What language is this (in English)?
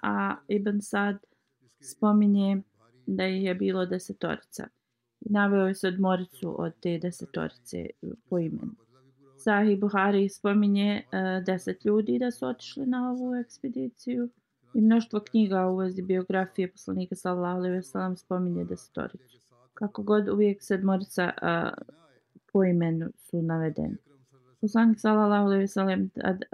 Bosnian